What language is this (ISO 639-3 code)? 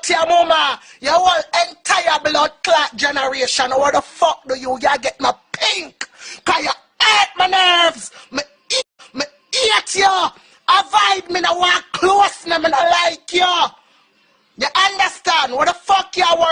jam